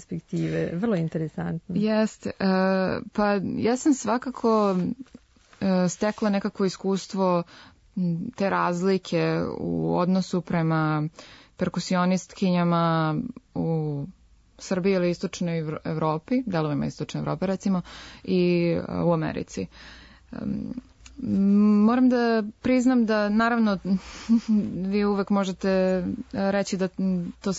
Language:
Serbian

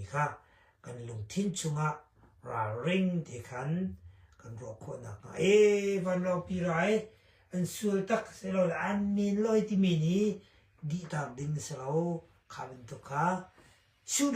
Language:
Hakha Chin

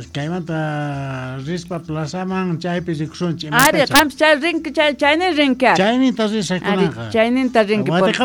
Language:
South Bolivian Quechua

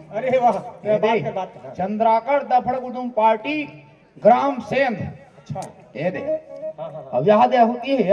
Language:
Chhattisgarhi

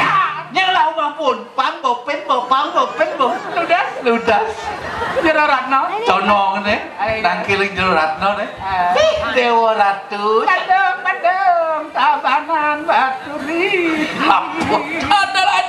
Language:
Balinese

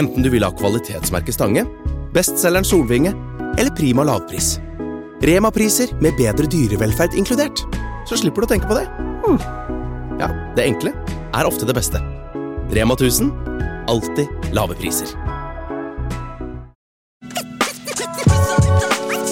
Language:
Norwegian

